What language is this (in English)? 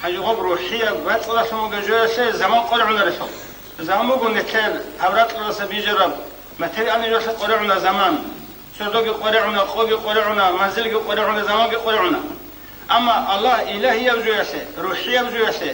Avaric